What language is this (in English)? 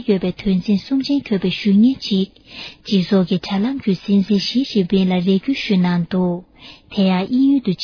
Tibetan